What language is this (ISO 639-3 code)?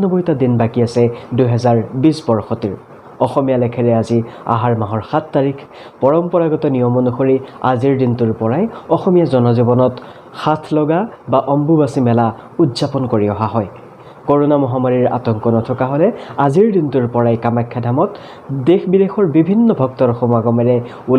asm